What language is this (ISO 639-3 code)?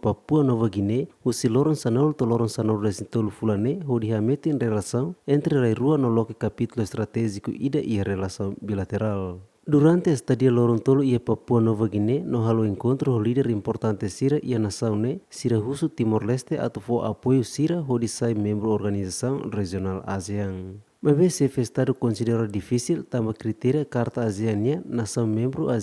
tet